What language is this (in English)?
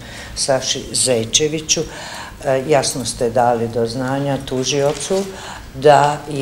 Bosnian